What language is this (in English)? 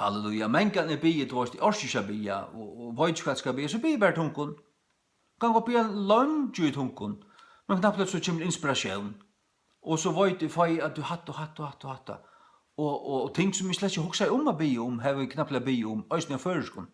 Faroese